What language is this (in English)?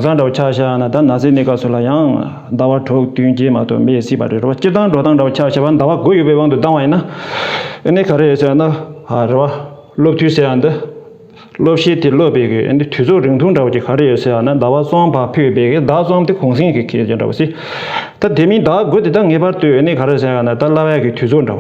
Tibetan